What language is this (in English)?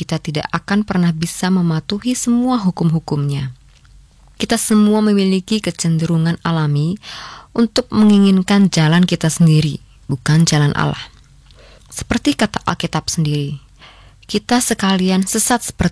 Indonesian